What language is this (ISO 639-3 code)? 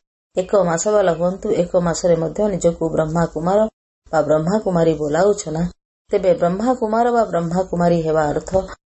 ori